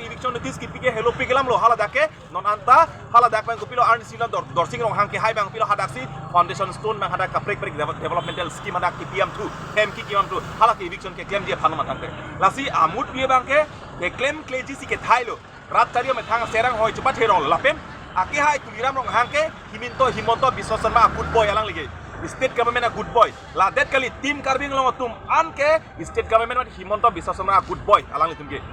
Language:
Karbi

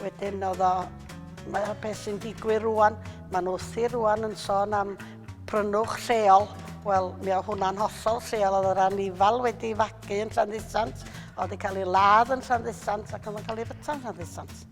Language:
Welsh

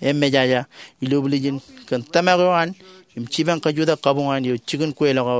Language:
Marshallese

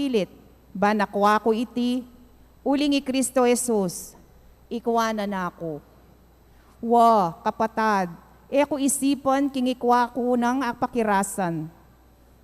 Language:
Pampanga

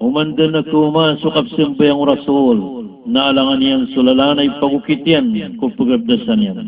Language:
Maranao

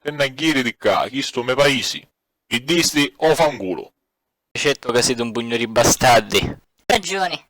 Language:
Sicilian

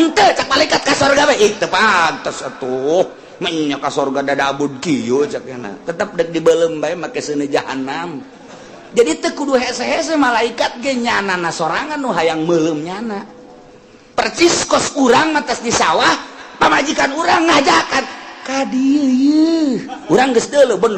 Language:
Sundanese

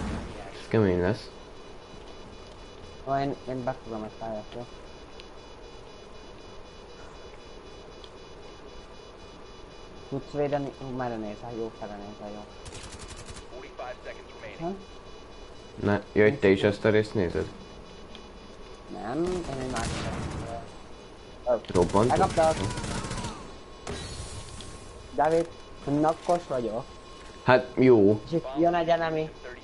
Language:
Hungarian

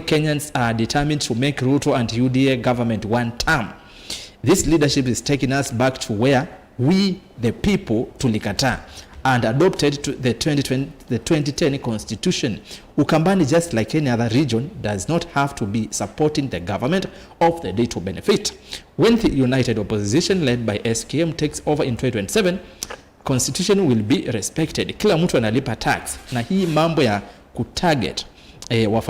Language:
Kamba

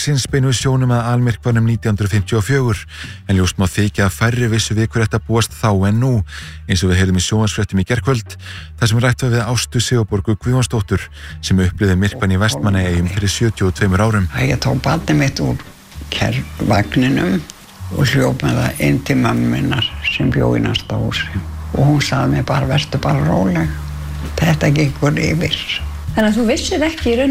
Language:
Icelandic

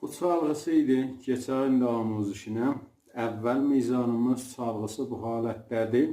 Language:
South Azerbaijani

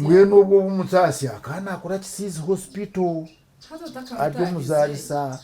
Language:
Nyankole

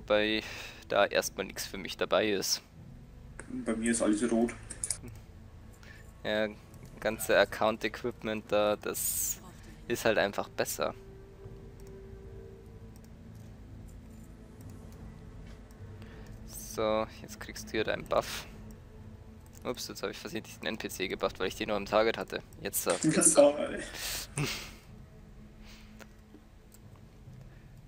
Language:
German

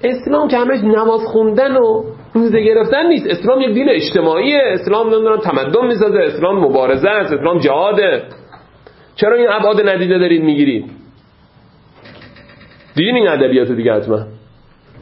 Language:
Persian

